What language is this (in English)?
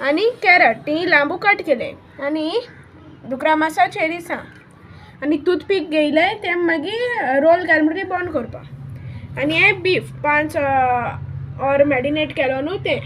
Konkani